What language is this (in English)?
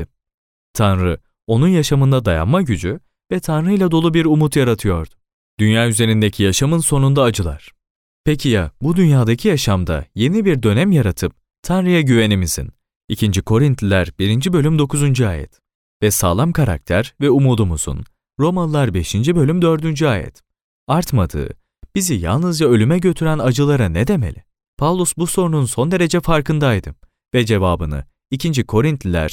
Turkish